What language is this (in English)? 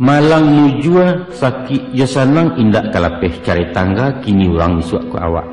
Minangkabau